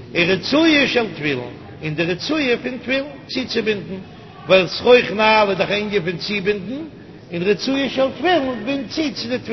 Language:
Yiddish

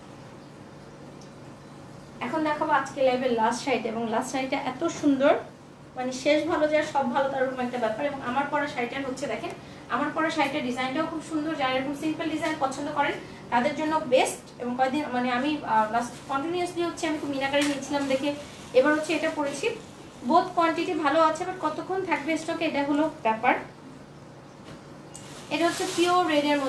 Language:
Bangla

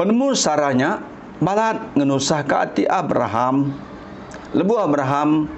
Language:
Iban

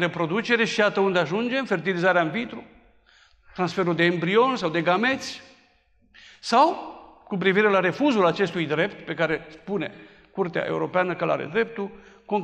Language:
Romanian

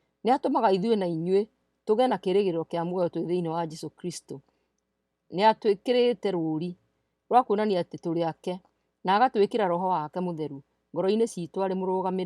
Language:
Kikuyu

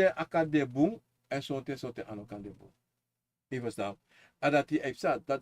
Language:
Sranan Tongo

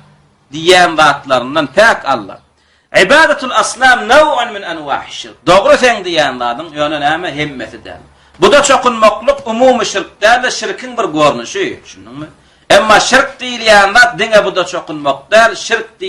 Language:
Turkmen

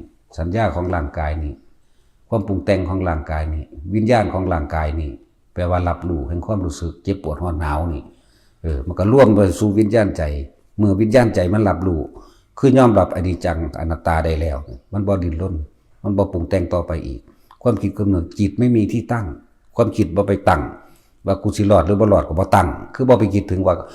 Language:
Northeastern Thai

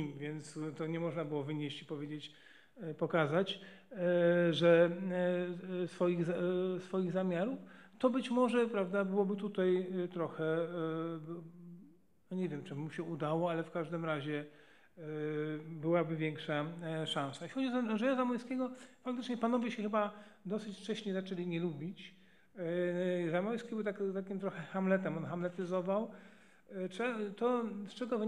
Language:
Polish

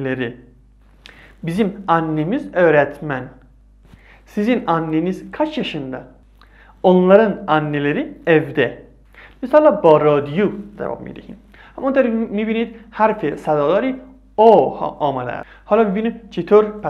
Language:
Persian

